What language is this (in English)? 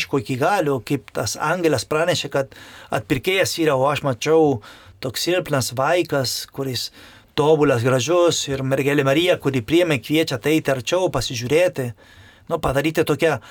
Lithuanian